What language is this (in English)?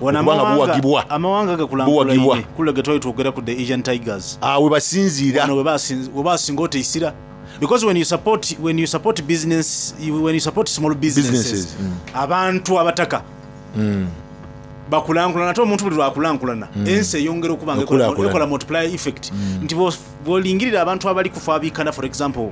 Soga